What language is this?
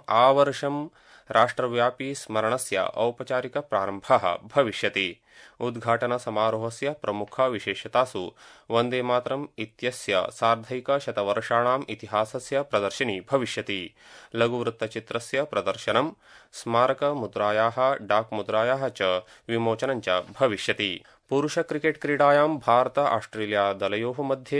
Sanskrit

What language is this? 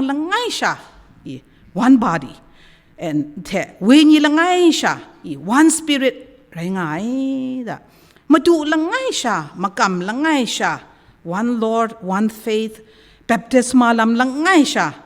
Kachin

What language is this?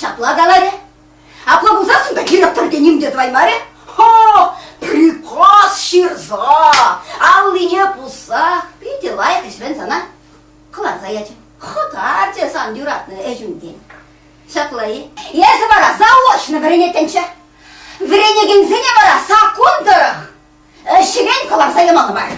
Chuvash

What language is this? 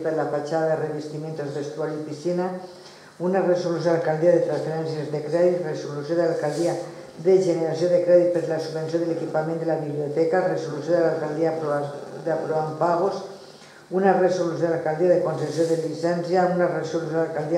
Catalan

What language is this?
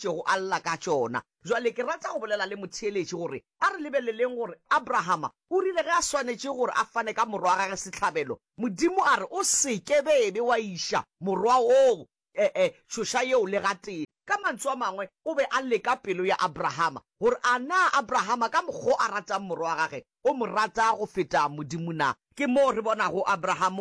Northern Sotho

